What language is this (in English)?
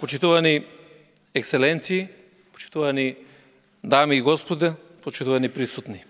Macedonian